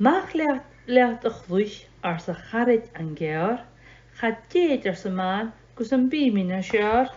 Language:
Scottish Gaelic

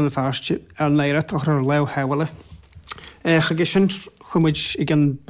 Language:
Irish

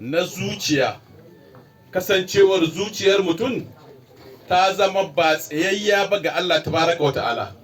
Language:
Hausa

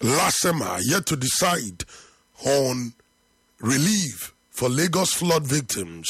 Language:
English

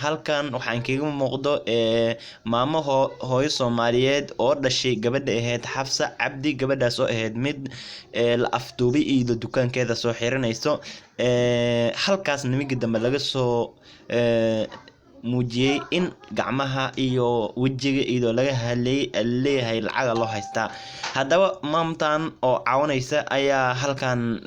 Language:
Somali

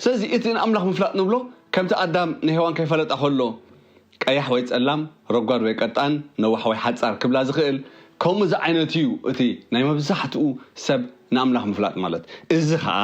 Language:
Tigrinya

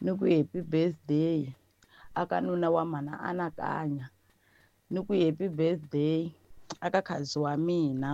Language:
Tsonga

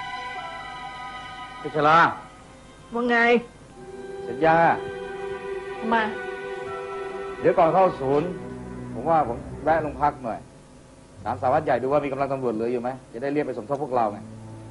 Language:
Thai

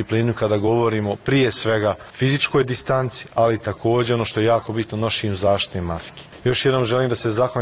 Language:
Bosnian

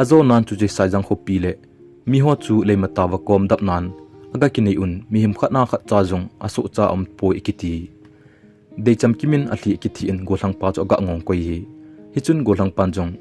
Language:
Thado Chin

